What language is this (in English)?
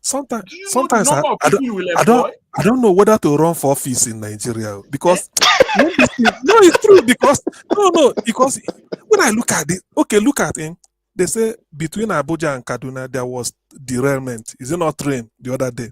Nigerian Pidgin